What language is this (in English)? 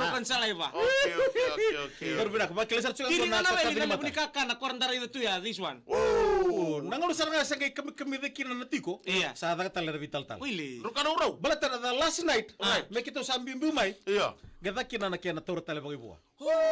Fijian